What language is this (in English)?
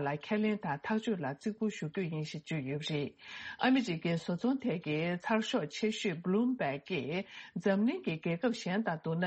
Tibetan